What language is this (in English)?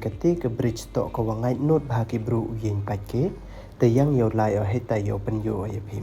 Pnar